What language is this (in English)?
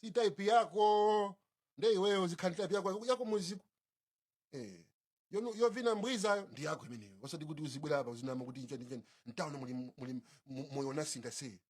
Nyanja